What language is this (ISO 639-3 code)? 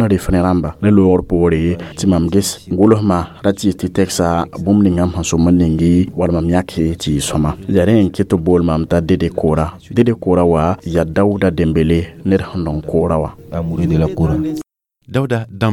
mos